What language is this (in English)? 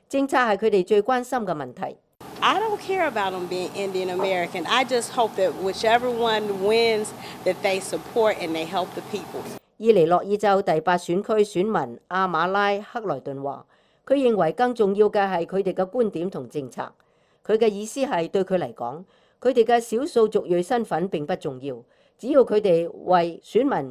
Cantonese